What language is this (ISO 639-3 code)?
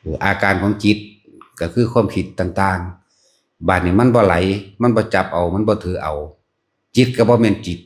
lao